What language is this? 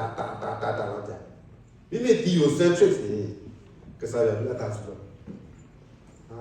S'gaw Karen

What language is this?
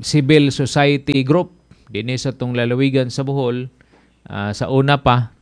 Cebuano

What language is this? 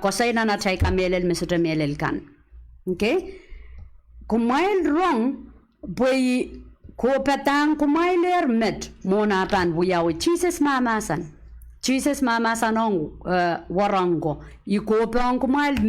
Pohnpeian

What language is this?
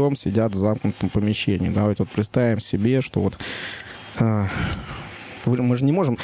Russian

